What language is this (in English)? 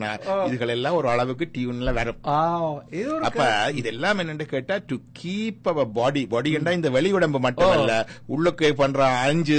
Tamil